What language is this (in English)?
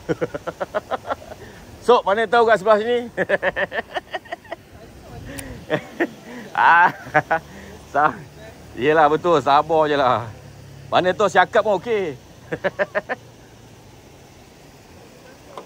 Malay